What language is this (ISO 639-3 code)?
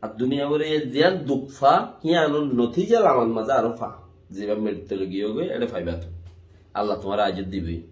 rhg